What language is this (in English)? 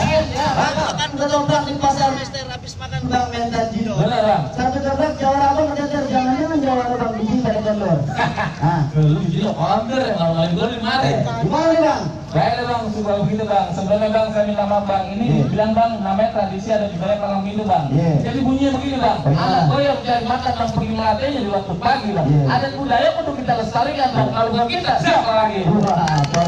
Betawi